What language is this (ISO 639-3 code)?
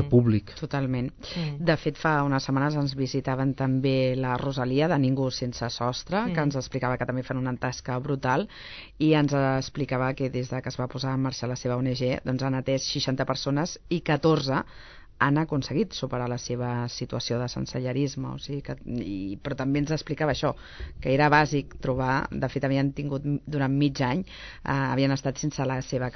cat